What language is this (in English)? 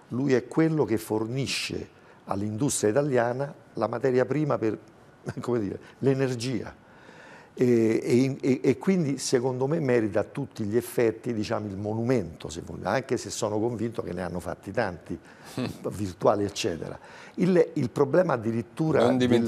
Italian